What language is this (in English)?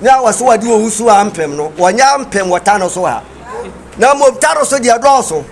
Akan